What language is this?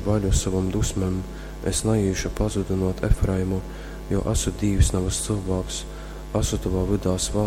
Latgalian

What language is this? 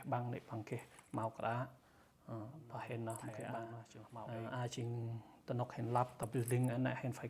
Central Mnong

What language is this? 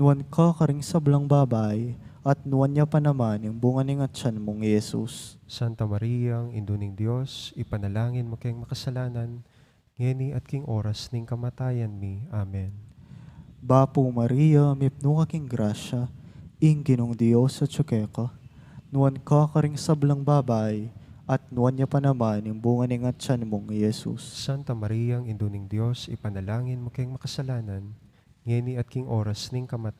Pampanga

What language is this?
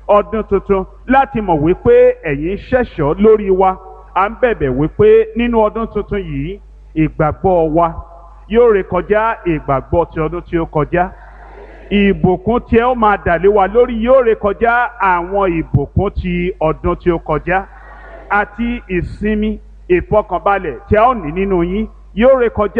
Yoruba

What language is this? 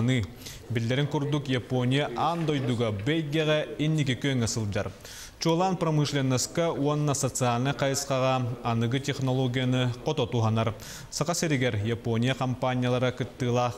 Yakut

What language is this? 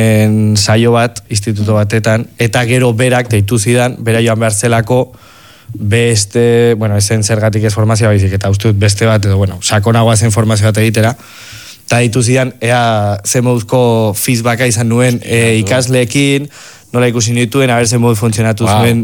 Basque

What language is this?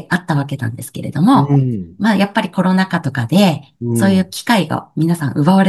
Japanese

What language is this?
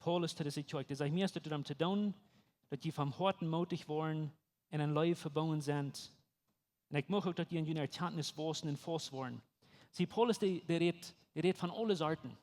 Plautdietsch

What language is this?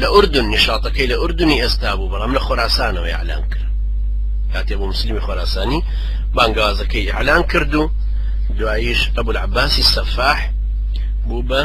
Central Kurdish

